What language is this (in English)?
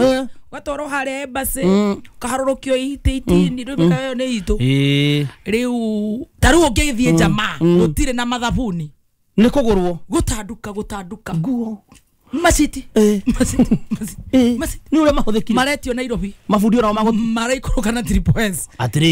Kikuyu